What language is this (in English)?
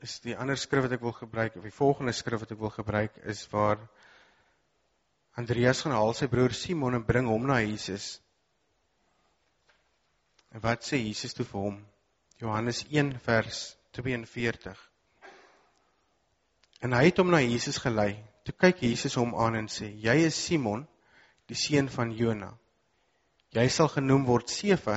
Afrikaans